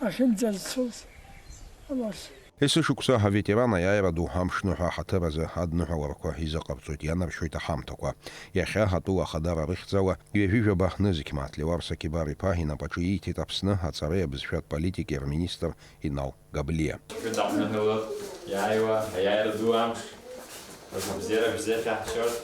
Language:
Abkhazian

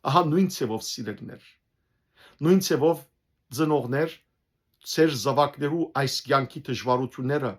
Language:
Western Armenian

